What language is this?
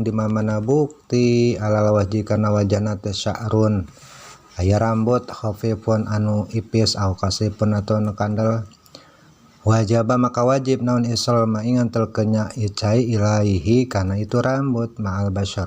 Sundanese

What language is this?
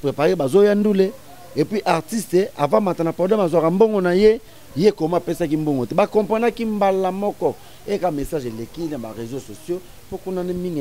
Lingala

